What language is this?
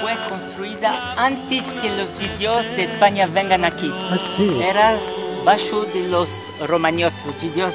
Ladino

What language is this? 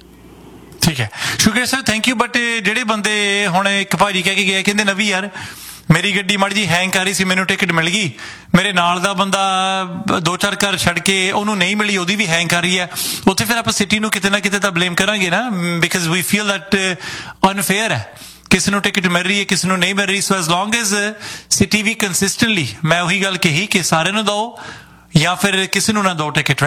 Punjabi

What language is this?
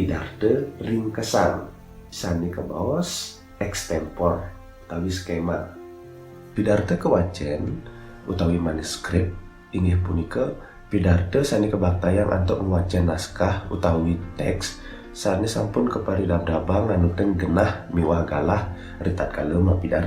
Balinese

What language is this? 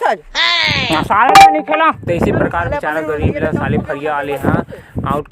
Chhattisgarhi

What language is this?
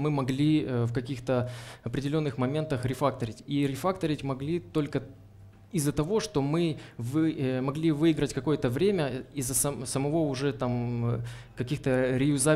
Russian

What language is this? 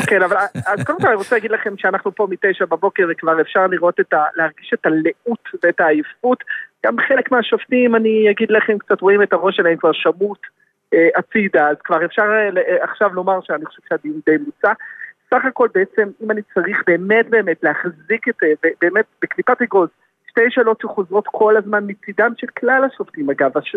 Hebrew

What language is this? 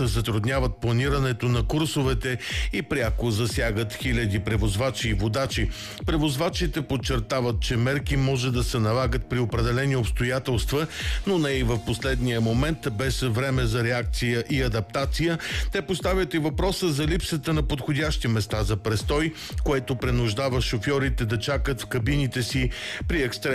Bulgarian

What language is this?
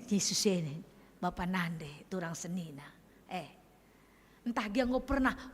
Batak Karo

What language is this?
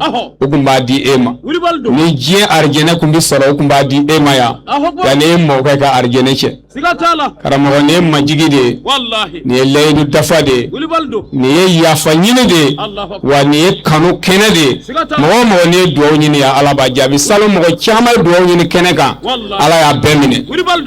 Bambara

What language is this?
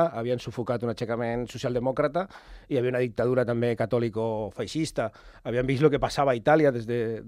Catalan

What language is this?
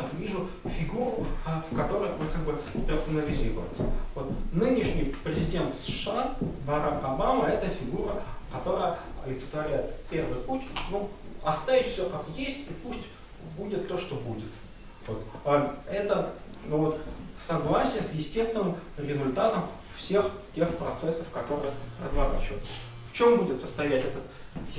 Russian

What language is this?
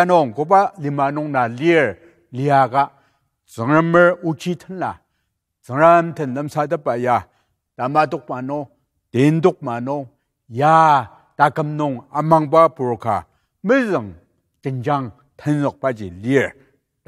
Ao Naga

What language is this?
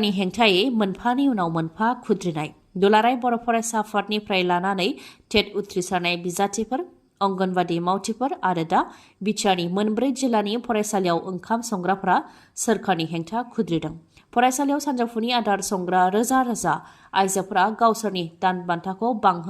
Bodo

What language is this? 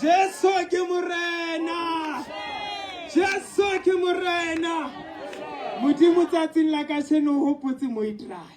Southern Sotho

